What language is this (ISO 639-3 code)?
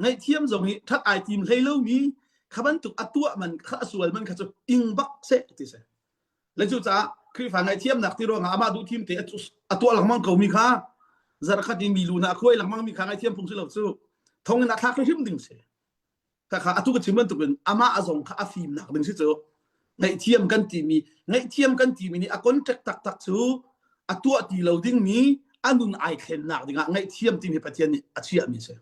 cnh